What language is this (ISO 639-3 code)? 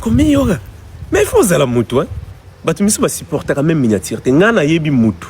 lin